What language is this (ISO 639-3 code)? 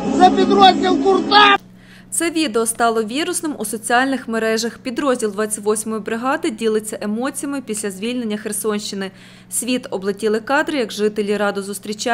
ukr